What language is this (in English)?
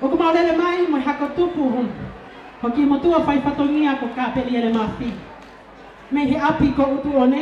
Tongan